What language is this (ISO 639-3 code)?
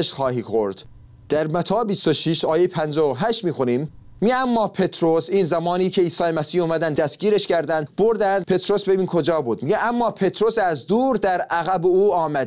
fas